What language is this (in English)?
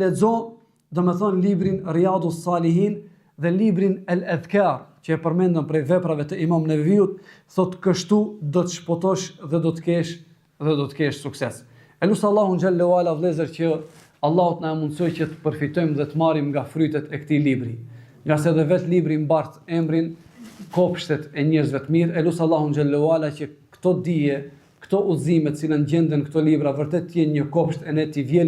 Albanian